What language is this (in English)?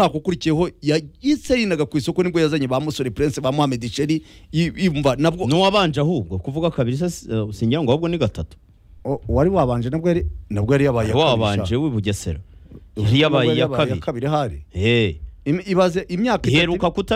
Kinyarwanda